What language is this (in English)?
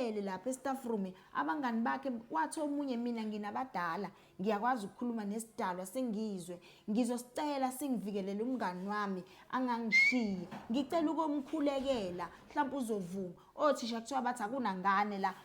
Zulu